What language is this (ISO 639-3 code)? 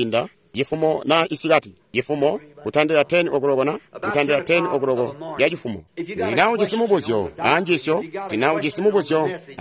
toi